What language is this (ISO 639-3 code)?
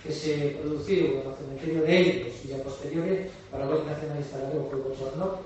glg